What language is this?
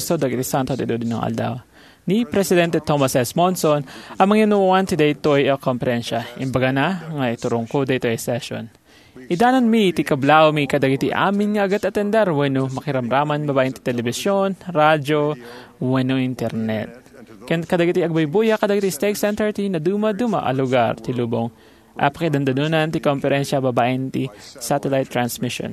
Iloko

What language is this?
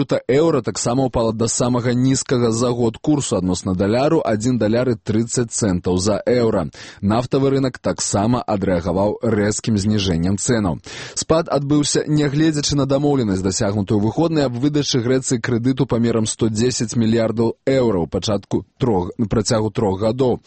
Belarusian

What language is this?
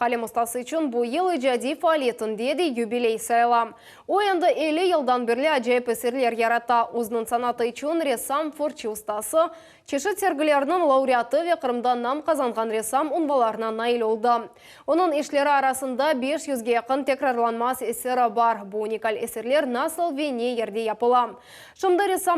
Crimean Tatar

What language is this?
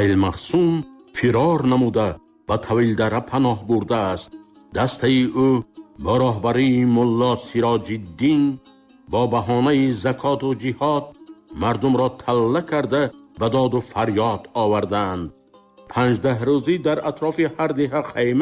Tajik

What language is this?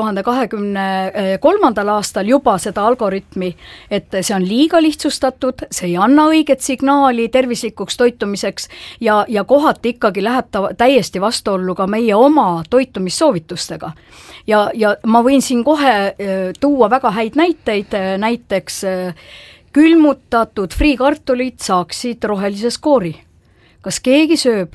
Estonian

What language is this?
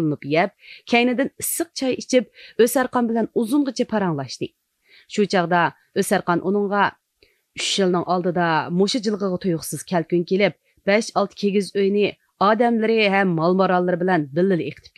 Uyghur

